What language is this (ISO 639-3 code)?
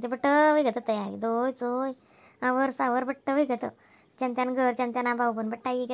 khn